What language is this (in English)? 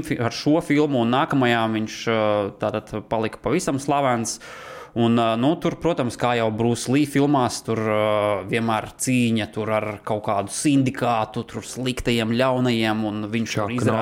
Latvian